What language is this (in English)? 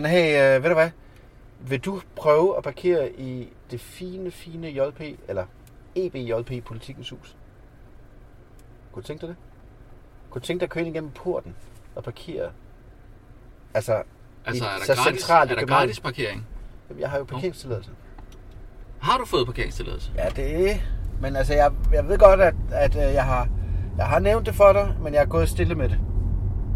Danish